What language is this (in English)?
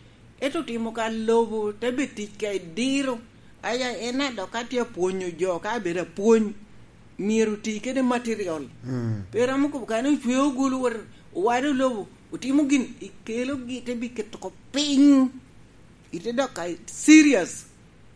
Lango (Uganda)